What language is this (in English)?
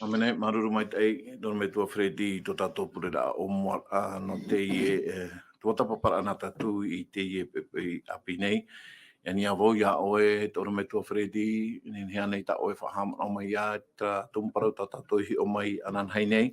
Tahitian